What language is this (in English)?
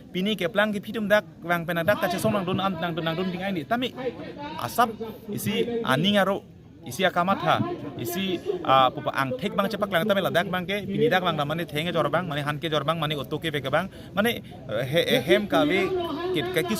Karbi